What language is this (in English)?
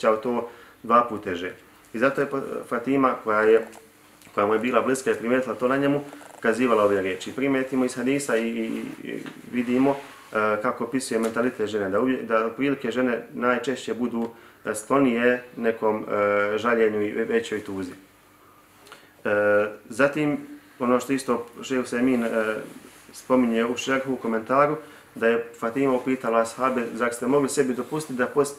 Bosnian